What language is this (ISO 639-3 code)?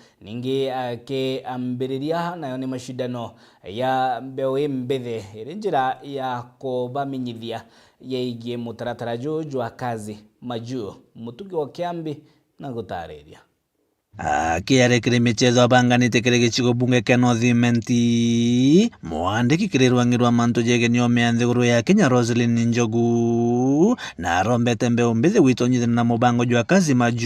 mer